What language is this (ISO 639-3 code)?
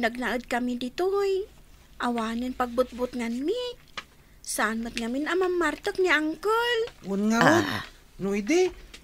ilo